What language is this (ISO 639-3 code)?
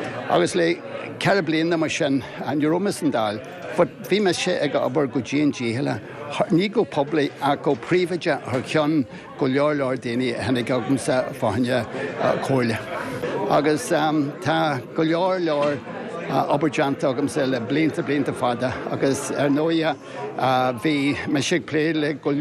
gle